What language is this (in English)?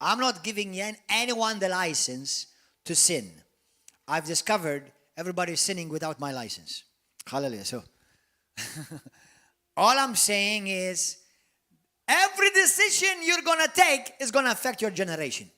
English